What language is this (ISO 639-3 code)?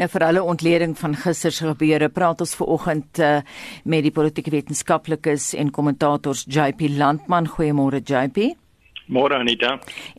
afr